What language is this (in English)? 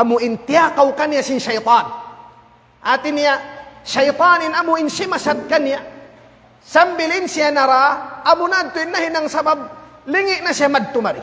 Tausug